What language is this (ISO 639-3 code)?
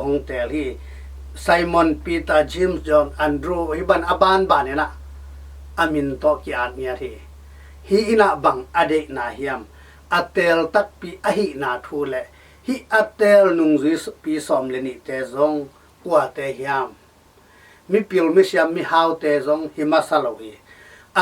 ctd